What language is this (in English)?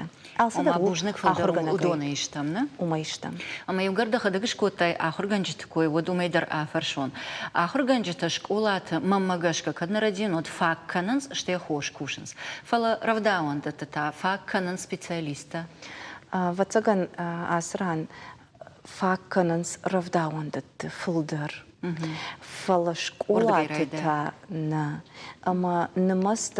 Ossetic